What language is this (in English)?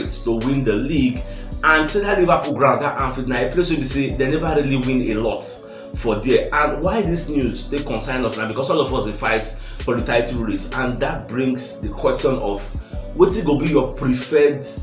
Nigerian Pidgin